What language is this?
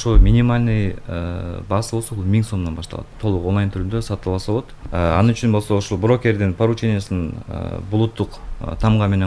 Kyrgyz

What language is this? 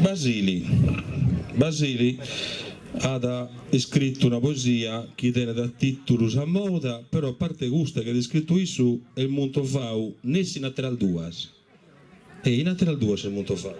Sardinian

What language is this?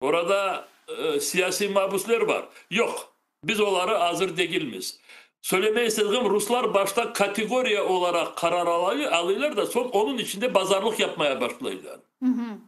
Crimean Tatar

